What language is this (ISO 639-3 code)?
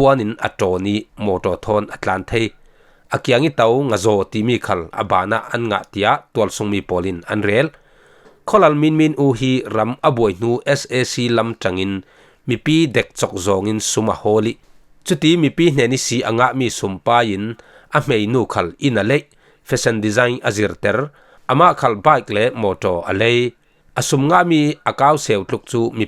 cfm